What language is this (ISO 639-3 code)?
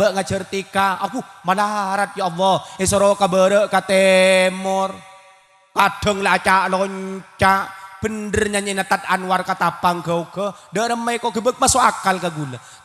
mad